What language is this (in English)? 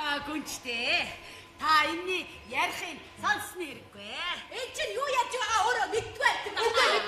Mongolian